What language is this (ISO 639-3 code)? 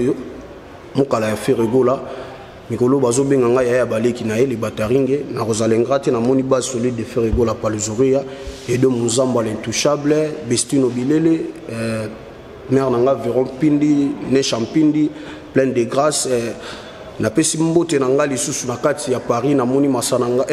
lin